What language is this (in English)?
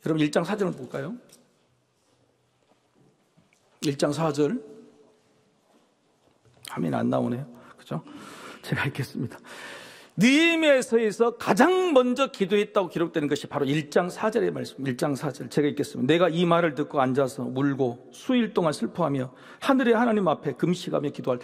Korean